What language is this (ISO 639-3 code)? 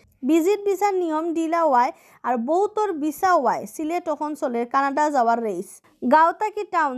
syl